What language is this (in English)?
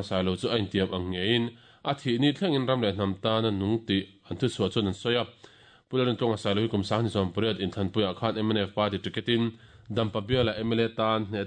Mizo